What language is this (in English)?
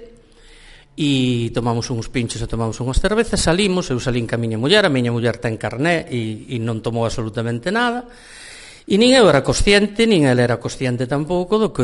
Galician